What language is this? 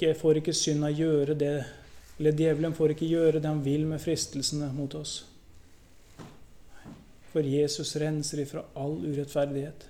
Norwegian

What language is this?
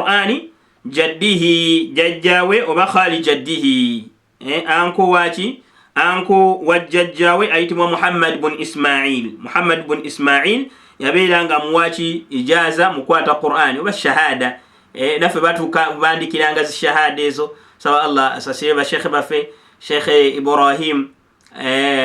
Ganda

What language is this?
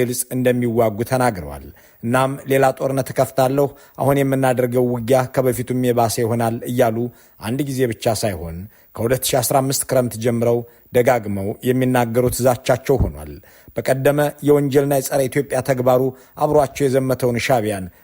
Amharic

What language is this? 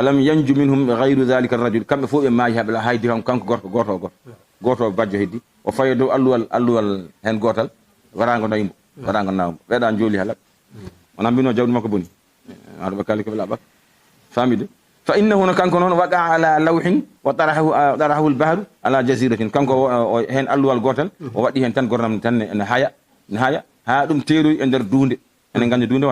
Fula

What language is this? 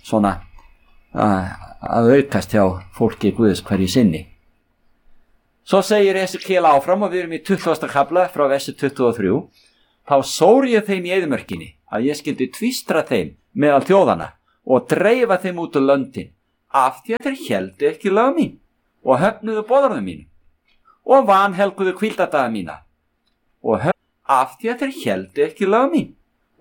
Icelandic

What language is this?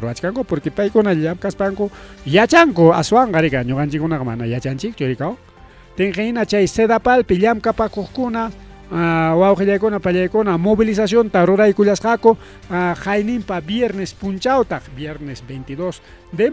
Ayacucho Quechua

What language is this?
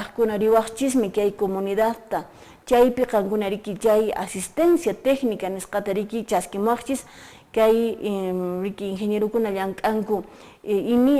Quechua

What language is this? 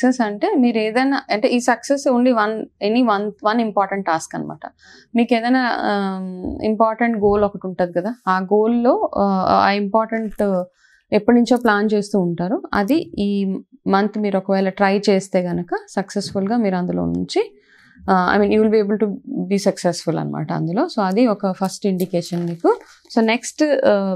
Telugu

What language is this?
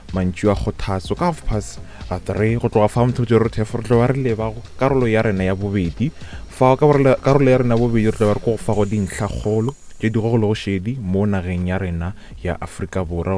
Northern Sotho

